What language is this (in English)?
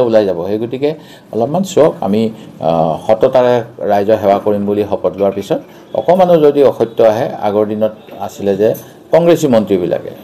Assamese